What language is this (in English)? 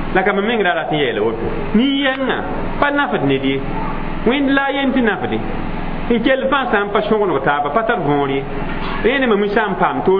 Mossi